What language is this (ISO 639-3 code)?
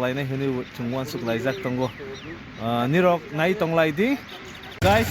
trp